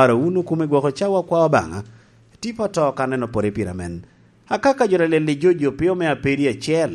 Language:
Lango (Uganda)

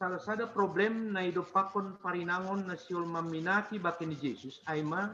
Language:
Batak Simalungun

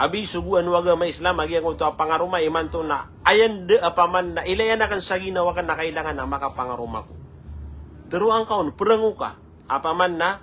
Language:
Maranao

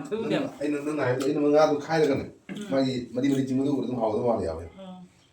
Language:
Manipuri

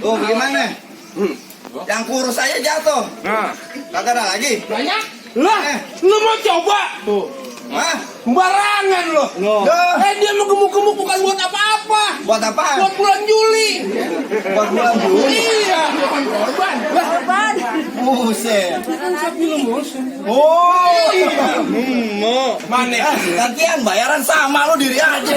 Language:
Betawi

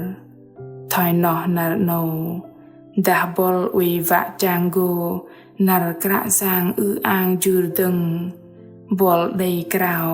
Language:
Bahnar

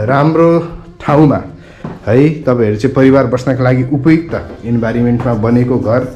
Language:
Nepali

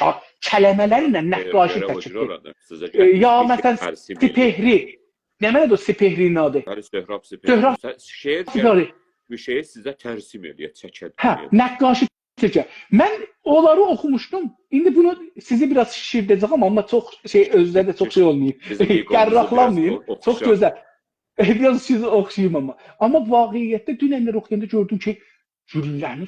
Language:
South Azerbaijani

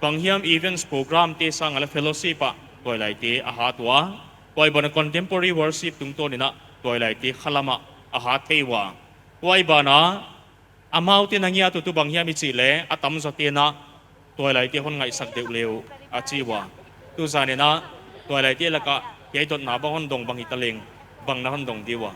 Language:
Paite Chin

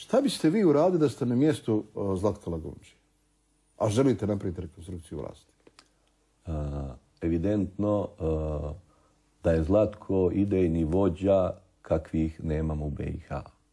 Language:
Croatian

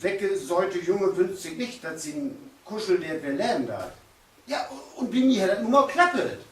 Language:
Low German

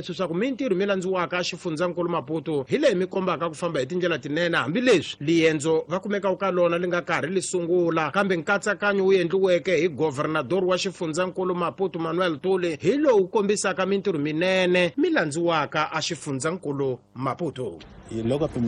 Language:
Tsonga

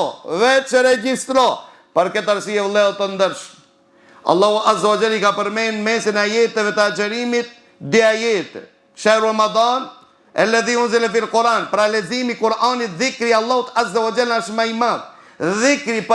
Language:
Albanian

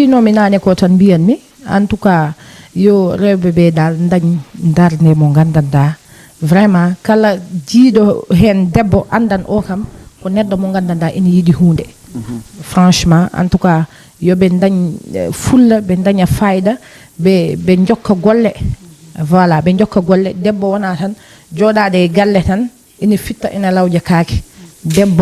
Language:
Fula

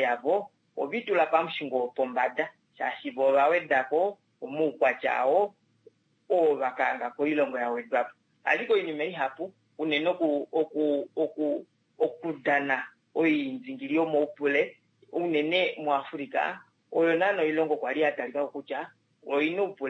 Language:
Kuanyama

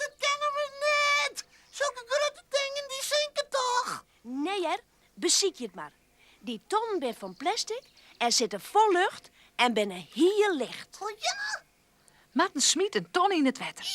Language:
Western Frisian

